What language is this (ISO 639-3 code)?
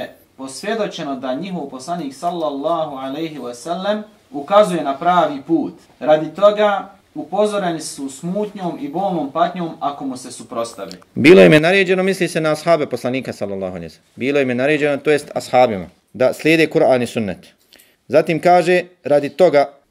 bos